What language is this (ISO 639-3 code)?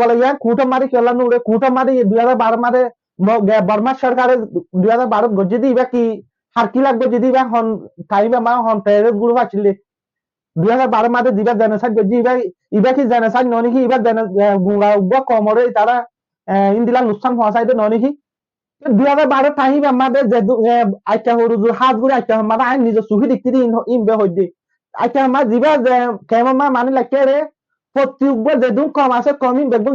rhg